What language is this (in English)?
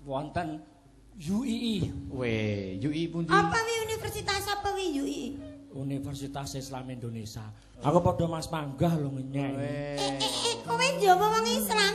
Javanese